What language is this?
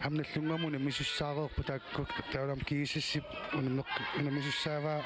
Kalaallisut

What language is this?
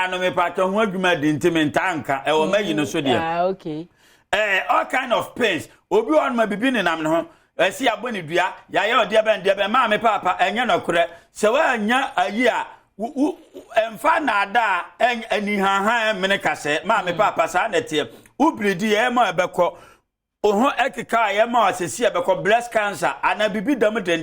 Akan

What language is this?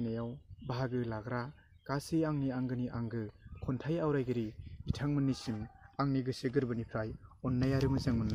Bodo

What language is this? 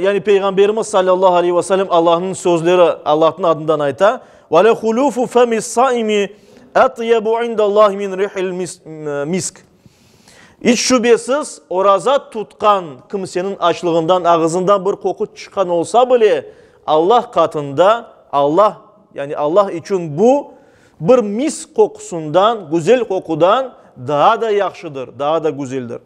Crimean Tatar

